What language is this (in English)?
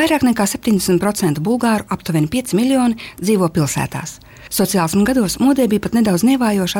Latvian